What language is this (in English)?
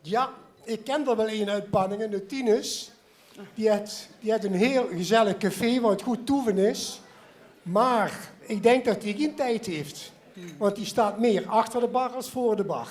Limburgish